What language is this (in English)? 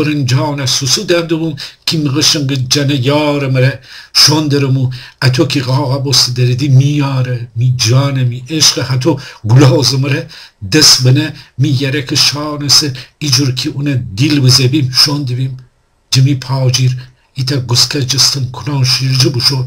Gilaki